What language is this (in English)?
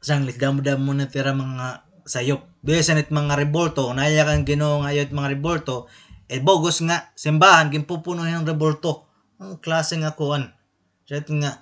Waray